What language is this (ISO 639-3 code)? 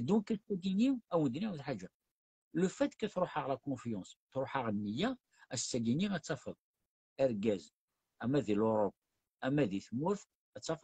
kab